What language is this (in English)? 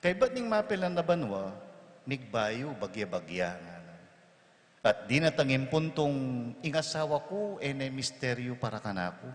Pampanga